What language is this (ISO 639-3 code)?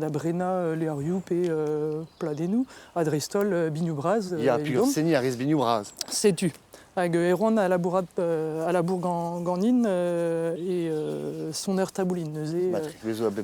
bre